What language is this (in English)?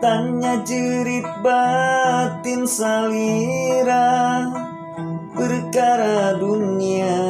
Sundanese